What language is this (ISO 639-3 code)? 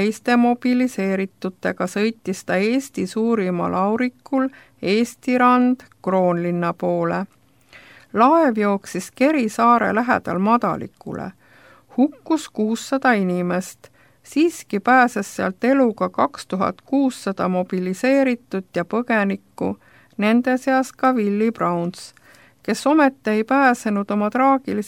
est